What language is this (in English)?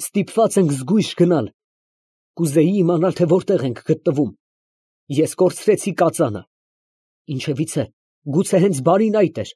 Armenian